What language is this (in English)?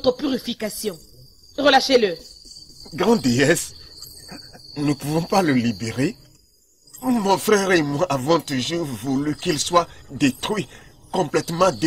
French